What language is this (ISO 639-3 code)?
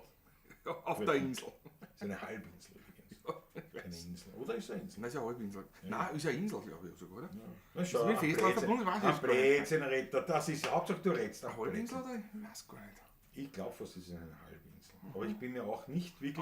bar